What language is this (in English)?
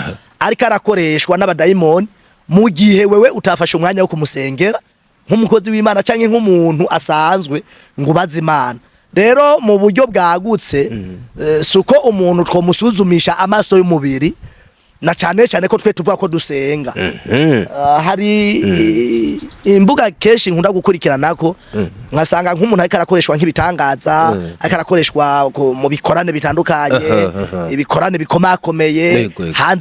Rundi